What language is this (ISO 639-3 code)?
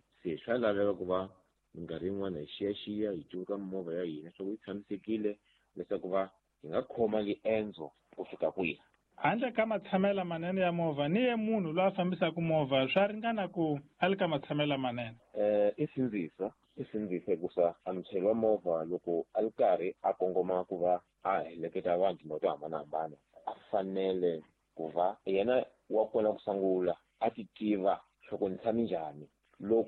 tso